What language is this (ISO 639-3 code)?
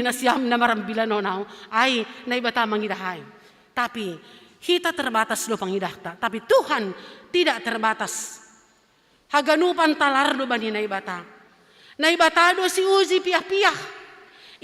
bts